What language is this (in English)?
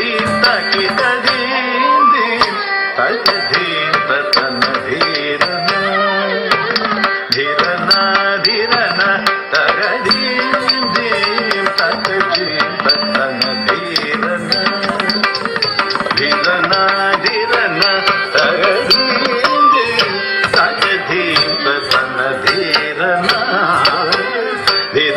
Tamil